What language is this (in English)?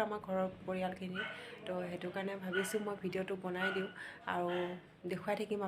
Assamese